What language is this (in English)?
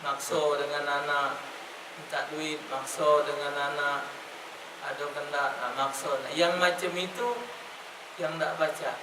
Musi